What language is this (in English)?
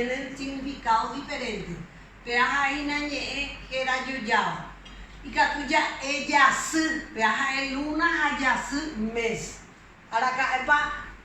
Guarani